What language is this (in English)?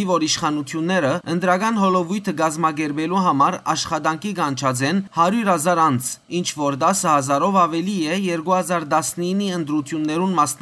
Western Armenian